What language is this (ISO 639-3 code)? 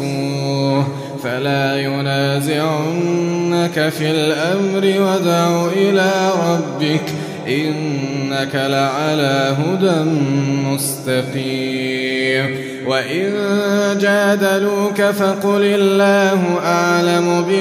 ara